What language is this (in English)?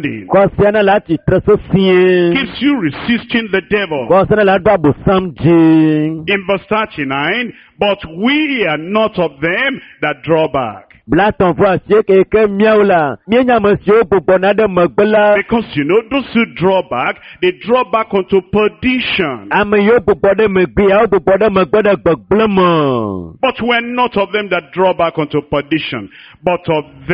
Ewe